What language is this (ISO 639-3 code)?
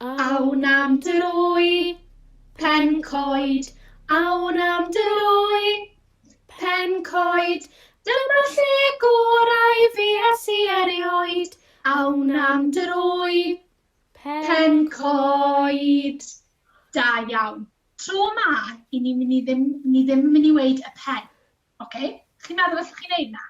cym